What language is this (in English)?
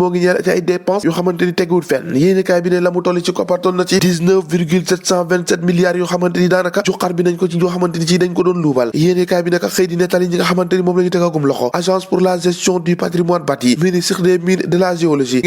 Wolof